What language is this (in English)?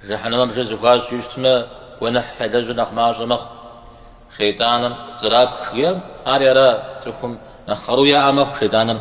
Kabardian